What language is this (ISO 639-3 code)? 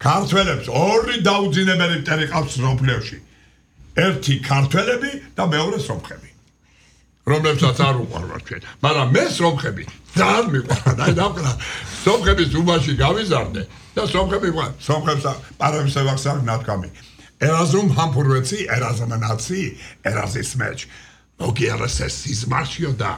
kat